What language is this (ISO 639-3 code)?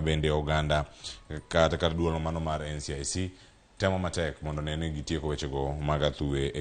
luo